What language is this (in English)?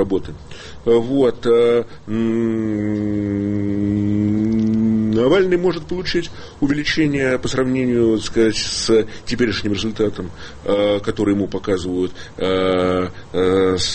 Russian